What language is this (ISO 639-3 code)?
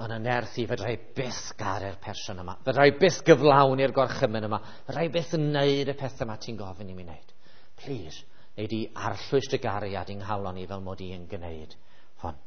cym